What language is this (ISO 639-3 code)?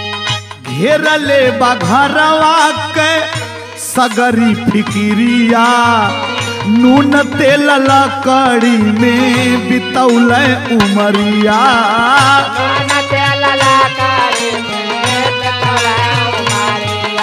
bho